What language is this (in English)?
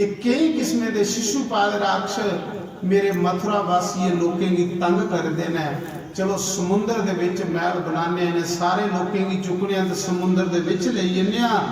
Dogri